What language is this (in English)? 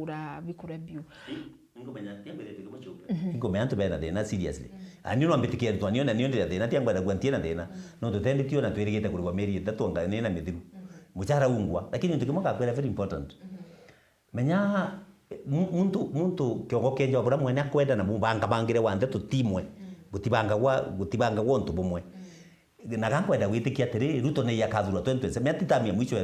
Meru